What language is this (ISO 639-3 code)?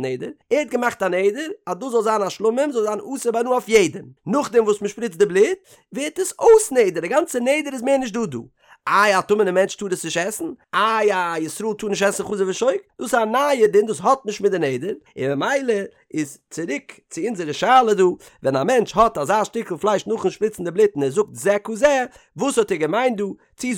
yid